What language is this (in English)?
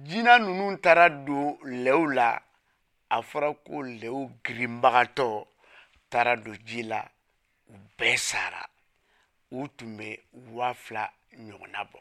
Bambara